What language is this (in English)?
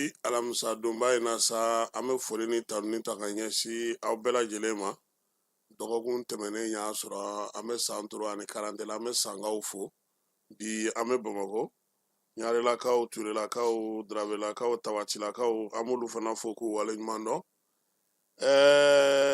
Bambara